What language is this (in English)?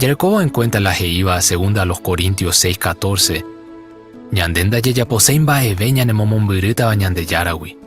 Guarani